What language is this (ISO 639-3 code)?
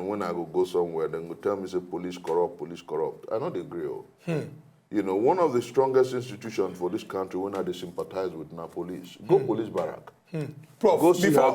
pcm